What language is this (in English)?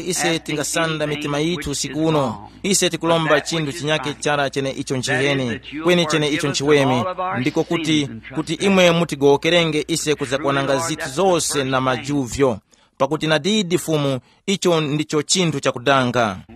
Tumbuka